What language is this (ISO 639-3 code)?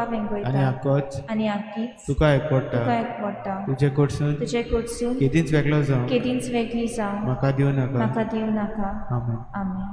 kok